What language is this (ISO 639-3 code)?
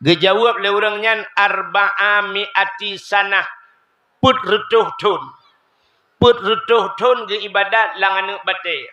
ace